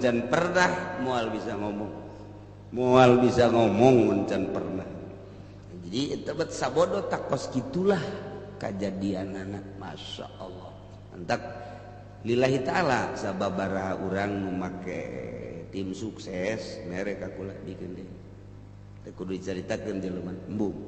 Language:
Sundanese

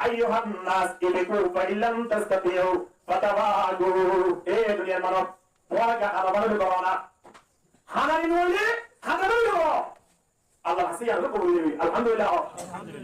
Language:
Rohingya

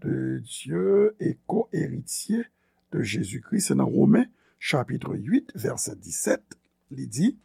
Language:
Haitian Creole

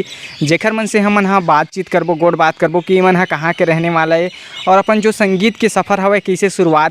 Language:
Chhattisgarhi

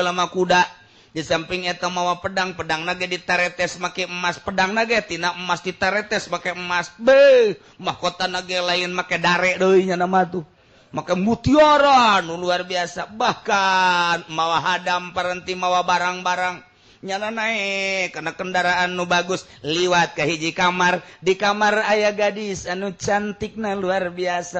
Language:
Sundanese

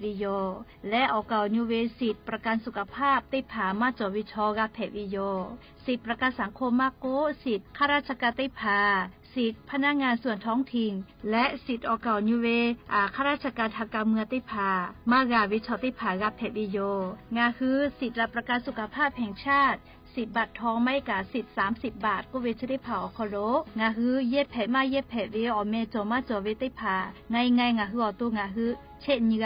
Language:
Lahu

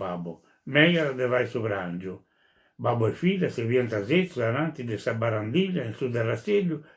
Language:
Sardinian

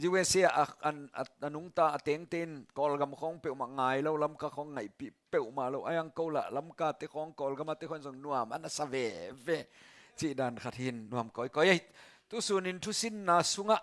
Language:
Tedim Chin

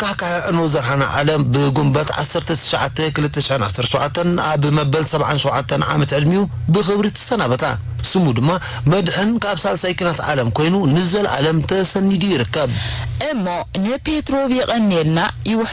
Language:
Tigrinya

